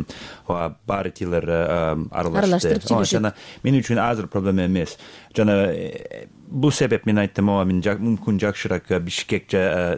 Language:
Kyrgyz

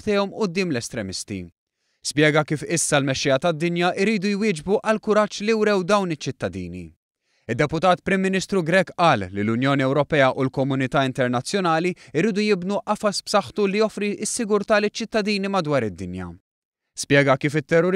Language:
Maltese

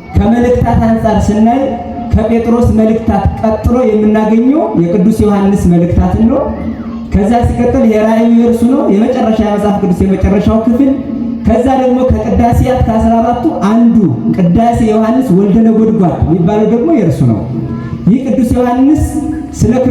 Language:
Amharic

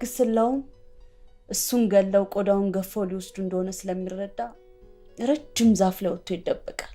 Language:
Amharic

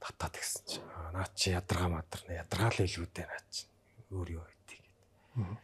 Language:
Mongolian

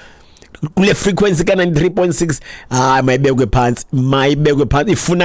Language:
Xhosa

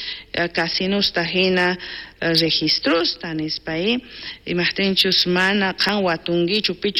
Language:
South Bolivian Quechua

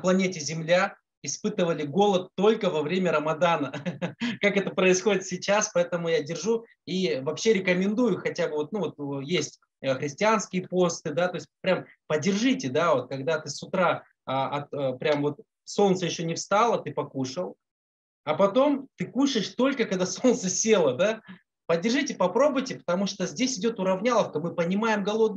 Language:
Russian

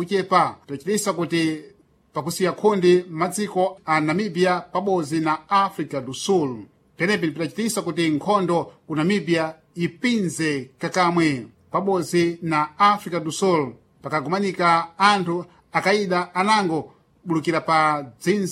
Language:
Sena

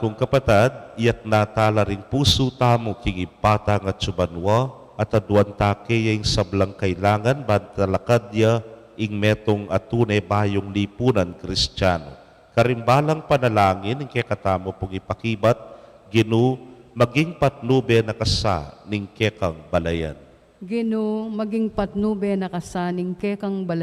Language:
Pampanga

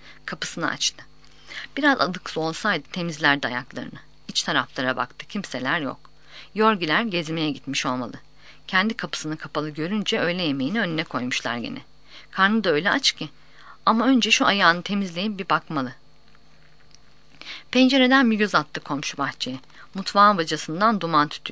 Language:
Turkish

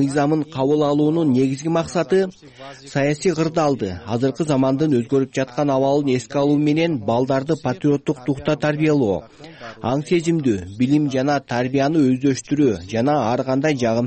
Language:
Kyrgyz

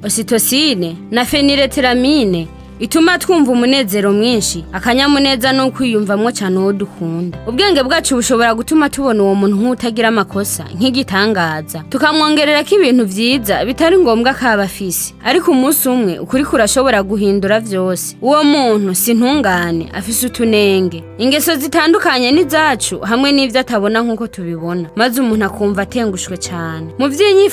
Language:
Rundi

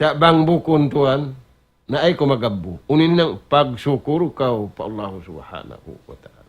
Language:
Tausug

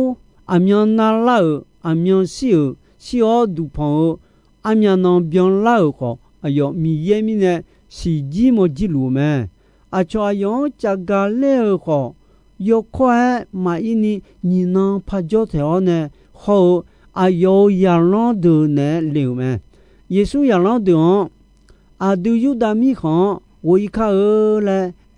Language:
Akha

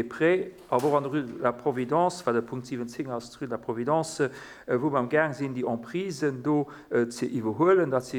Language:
Luxembourgish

